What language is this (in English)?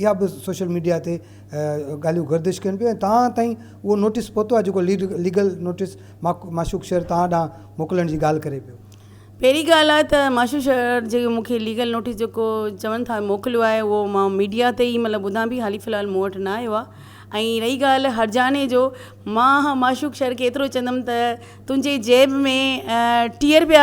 Sindhi